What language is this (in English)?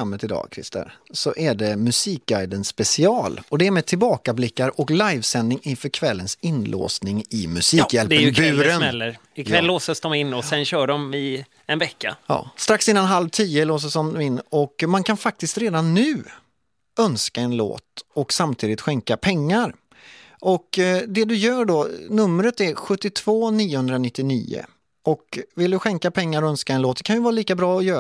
Swedish